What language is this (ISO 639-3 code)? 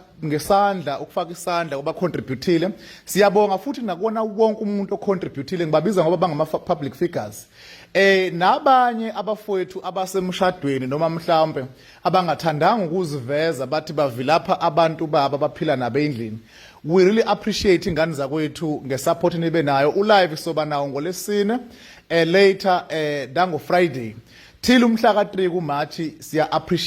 zul